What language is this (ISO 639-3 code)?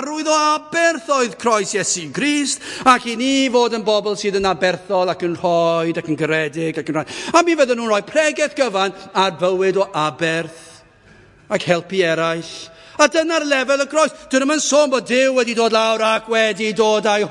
cym